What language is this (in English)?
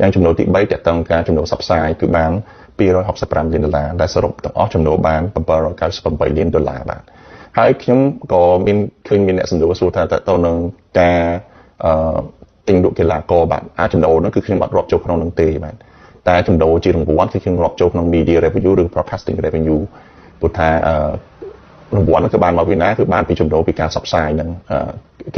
Khmer